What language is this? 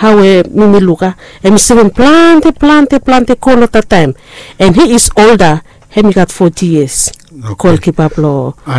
Bislama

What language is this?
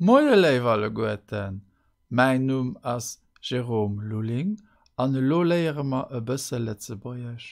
Luxembourgish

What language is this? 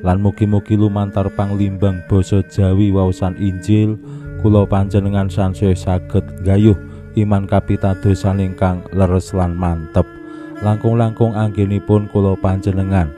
Javanese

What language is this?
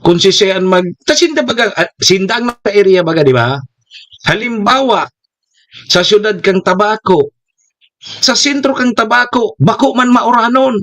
Bikol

